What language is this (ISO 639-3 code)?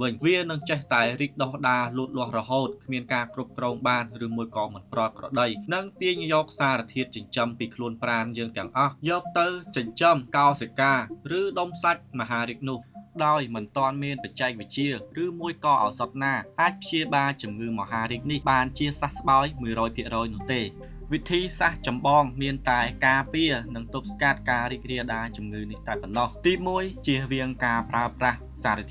khm